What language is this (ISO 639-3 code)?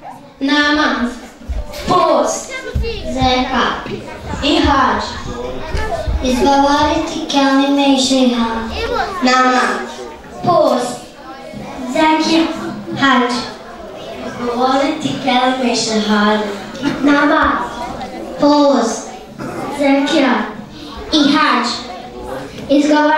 bos